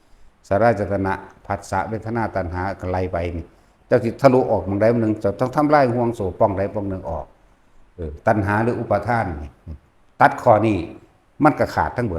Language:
Northeastern Thai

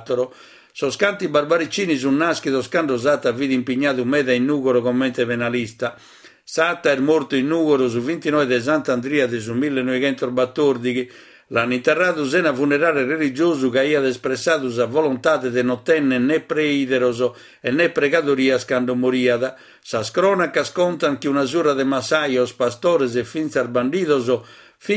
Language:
Sardinian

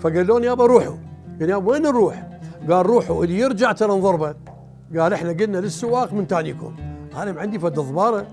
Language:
Mesopotamian Arabic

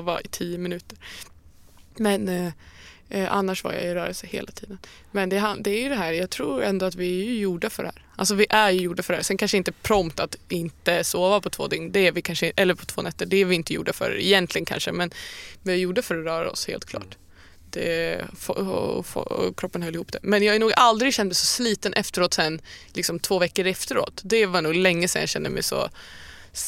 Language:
Swedish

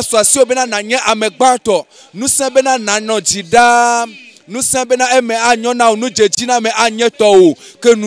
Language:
Ewe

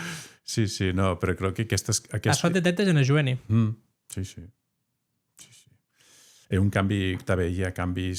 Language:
Occitan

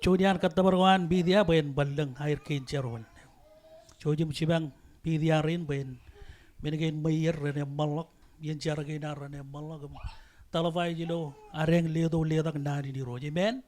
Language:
Marshallese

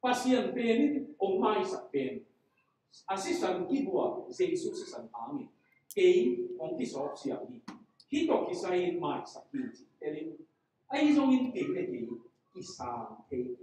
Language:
Tedim Chin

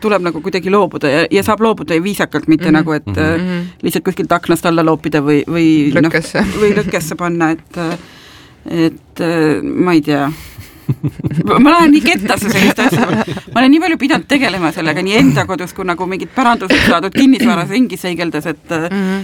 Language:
Estonian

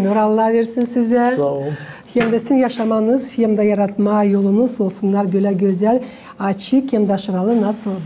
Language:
Gagauz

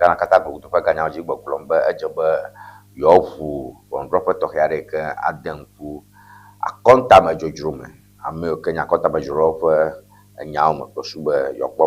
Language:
Ewe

